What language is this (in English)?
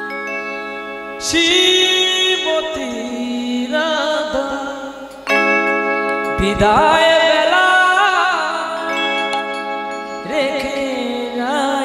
Bangla